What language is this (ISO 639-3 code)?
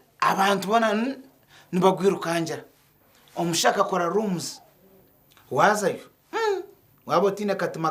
nyn